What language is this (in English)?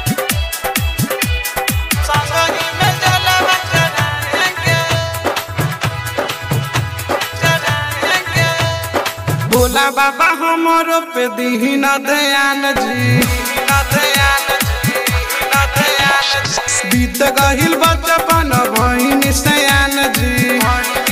Bhojpuri